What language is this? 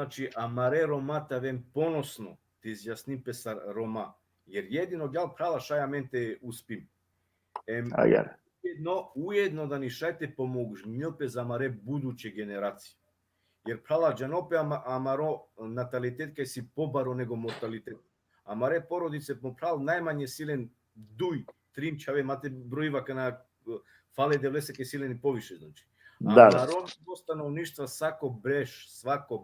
Balkan Romani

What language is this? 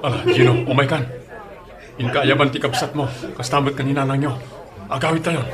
Iloko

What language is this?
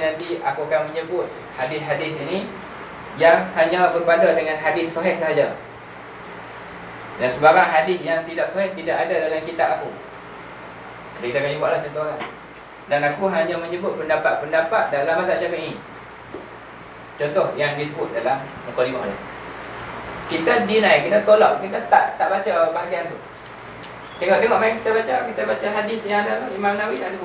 Malay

